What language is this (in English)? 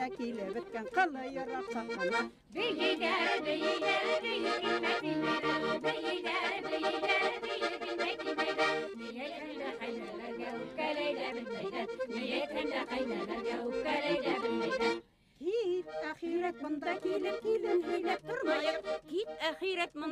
Bashkir